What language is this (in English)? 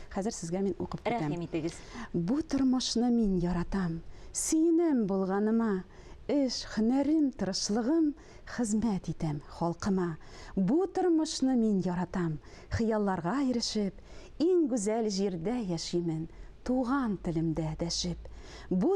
Tatar